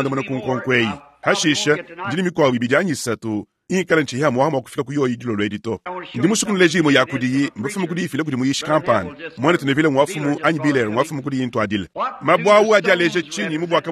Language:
Luba-Lulua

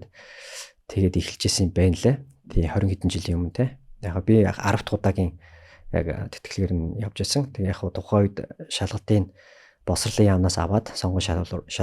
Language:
Mongolian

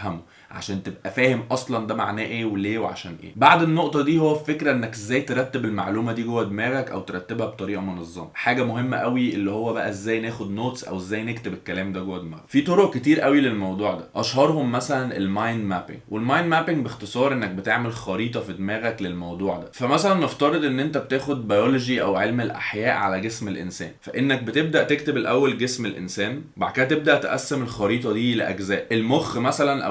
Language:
Egyptian Arabic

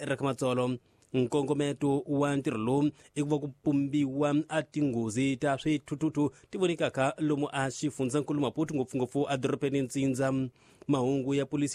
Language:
Tsonga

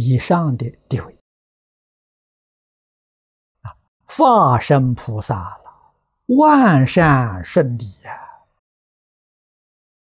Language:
Chinese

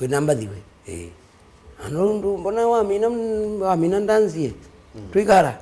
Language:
Kamba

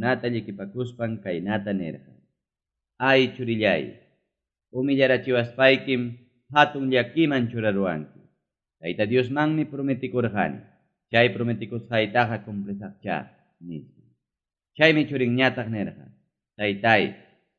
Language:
Ayacucho Quechua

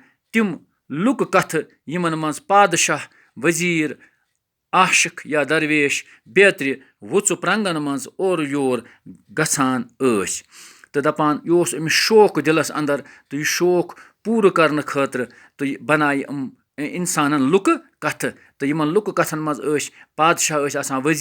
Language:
Kashmiri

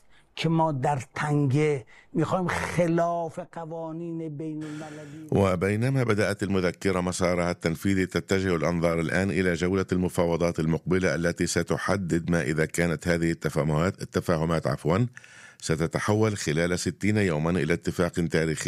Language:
Arabic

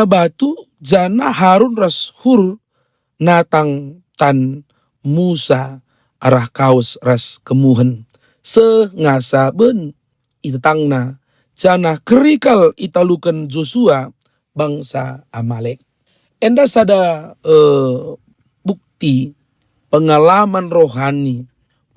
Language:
Batak Karo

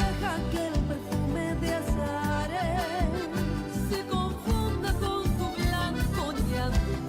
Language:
Guarani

